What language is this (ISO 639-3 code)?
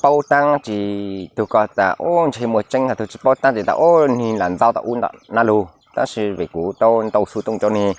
hmn